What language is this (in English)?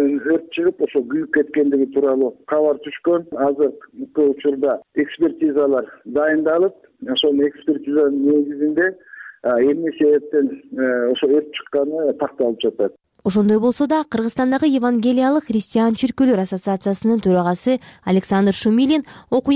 Kyrgyz